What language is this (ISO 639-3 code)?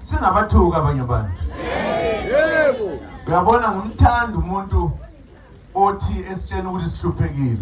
zul